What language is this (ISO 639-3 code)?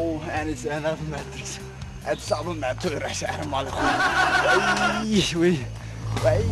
kur